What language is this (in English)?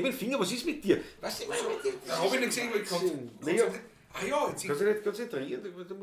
Bavarian